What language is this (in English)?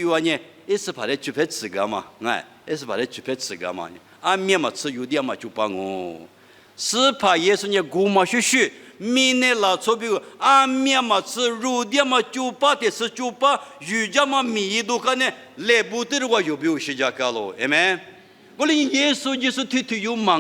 Lisu